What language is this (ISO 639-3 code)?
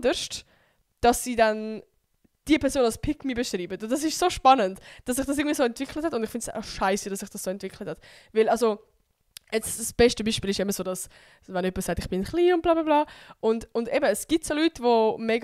gsw